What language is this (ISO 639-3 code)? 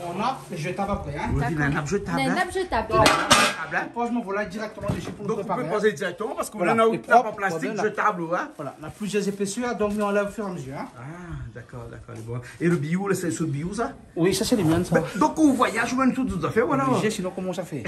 rcf